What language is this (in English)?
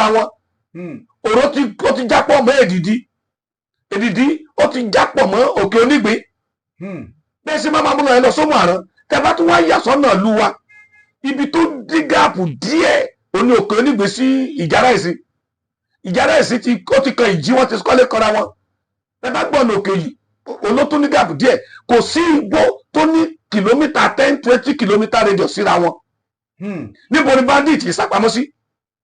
Yoruba